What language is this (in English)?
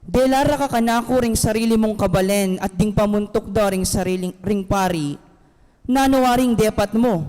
Pampanga